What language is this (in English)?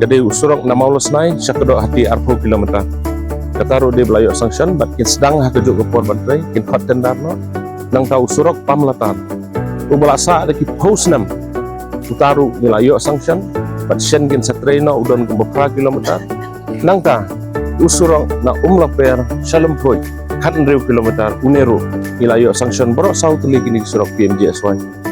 Khasi